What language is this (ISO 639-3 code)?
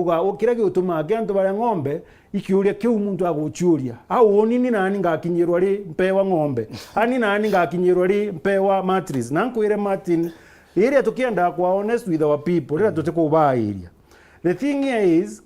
mer